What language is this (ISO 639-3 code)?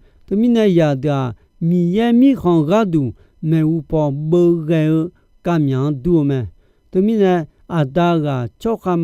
ahk